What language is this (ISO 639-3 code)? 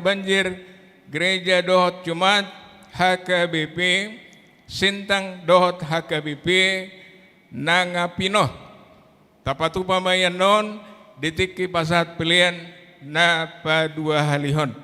bbc